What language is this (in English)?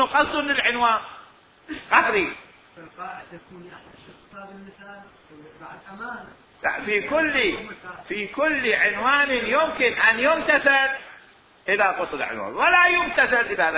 Mesopotamian Arabic